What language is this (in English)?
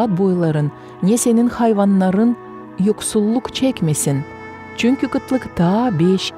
Gagauz